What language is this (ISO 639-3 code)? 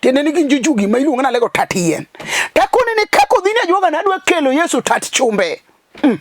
luo